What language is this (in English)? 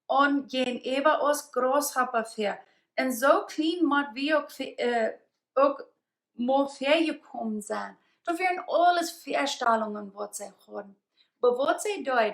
Plautdietsch